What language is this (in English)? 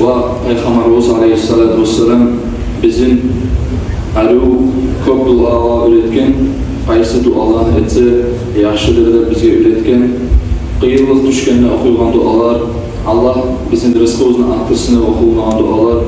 Kumyk